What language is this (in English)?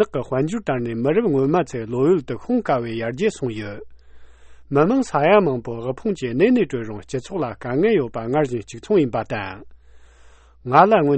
Tibetan